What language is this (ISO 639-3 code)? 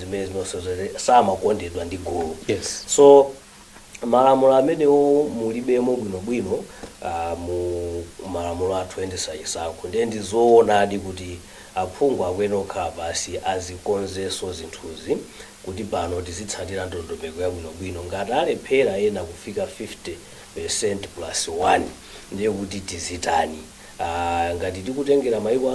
nya